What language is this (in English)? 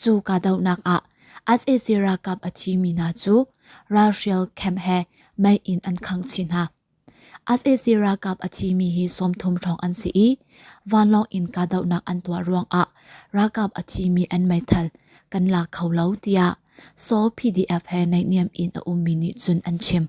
Hakha Chin